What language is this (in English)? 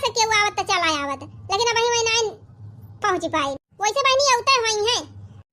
Awadhi